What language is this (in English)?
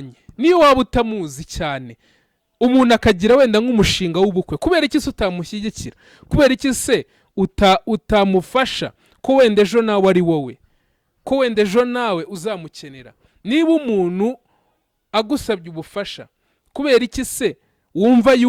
Kinyarwanda